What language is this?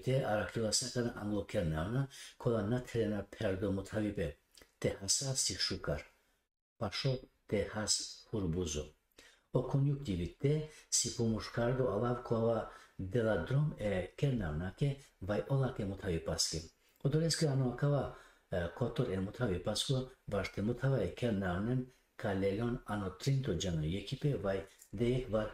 Balkan Romani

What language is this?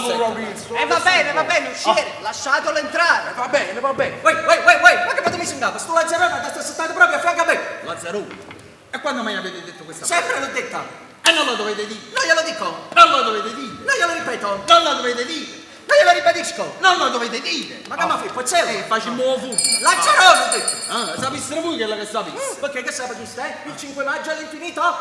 Neapolitan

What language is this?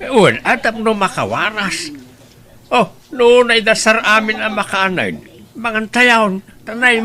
Iloko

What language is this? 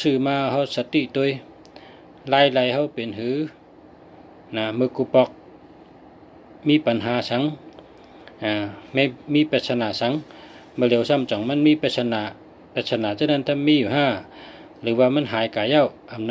Shan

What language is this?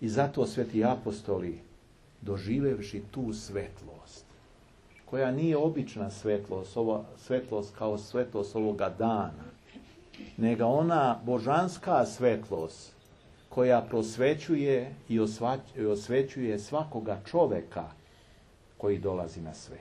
Serbian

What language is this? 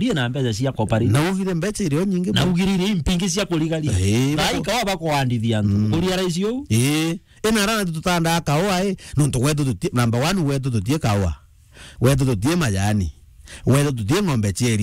Meru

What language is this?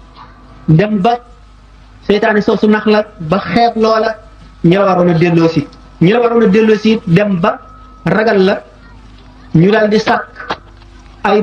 Wolof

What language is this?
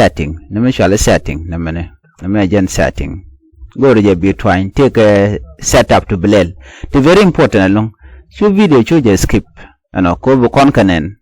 Nuer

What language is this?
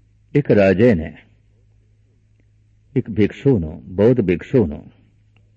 Punjabi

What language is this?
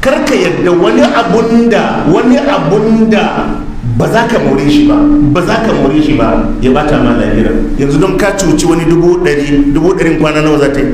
Hausa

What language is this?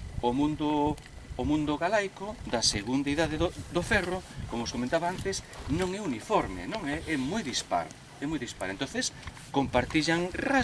Galician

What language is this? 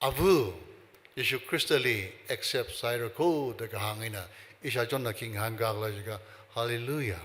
Tangkhul Naga (India)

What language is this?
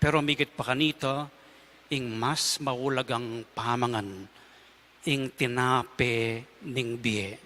Pampanga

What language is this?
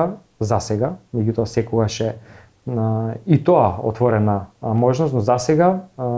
Macedonian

